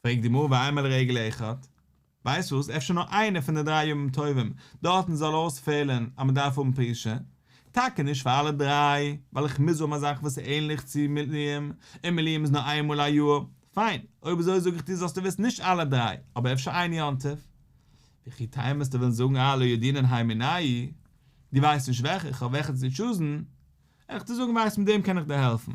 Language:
Yiddish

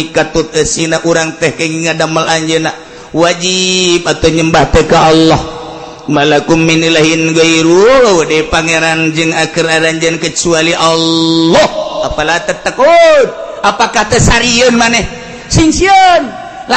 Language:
Sundanese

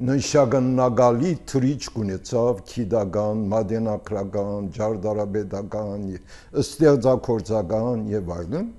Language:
Armenian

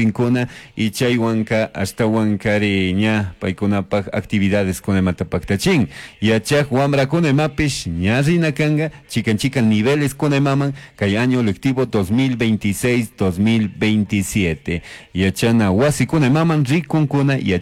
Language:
Chimborazo Highland Quichua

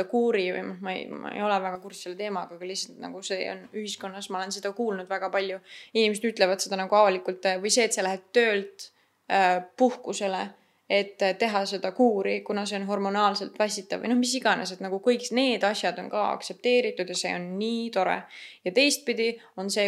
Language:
Estonian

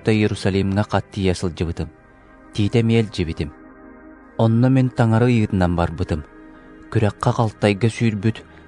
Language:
Yakut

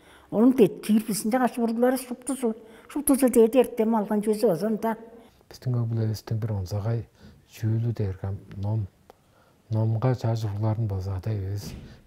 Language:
Tuvinian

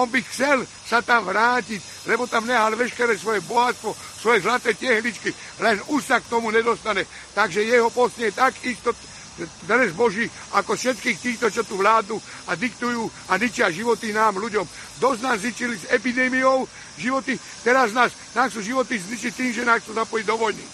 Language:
Slovak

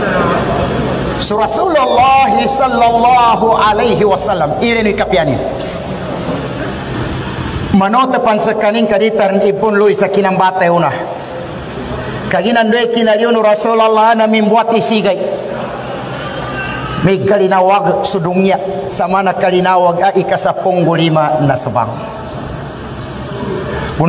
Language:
Maguindanaon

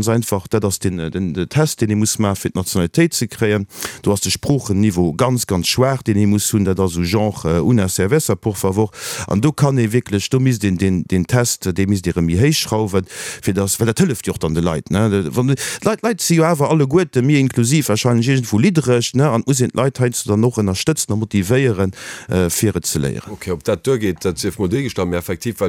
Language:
Luxembourgish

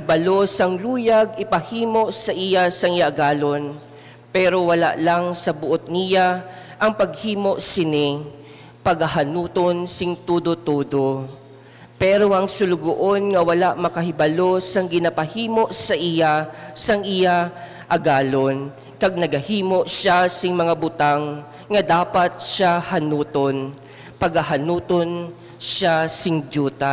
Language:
Hiligaynon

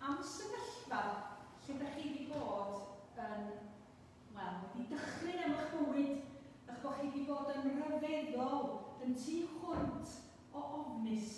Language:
Welsh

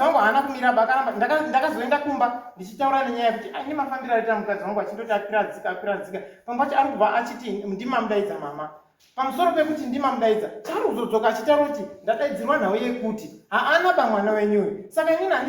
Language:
Shona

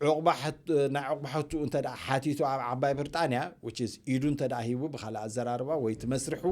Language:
Tigrinya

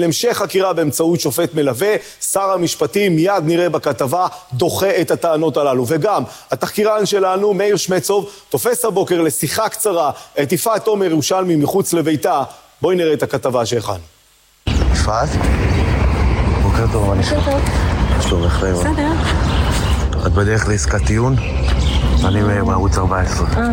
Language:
Hebrew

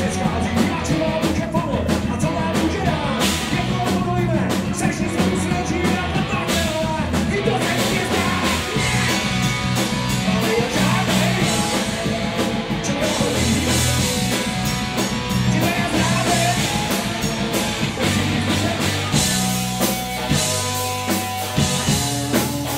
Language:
Czech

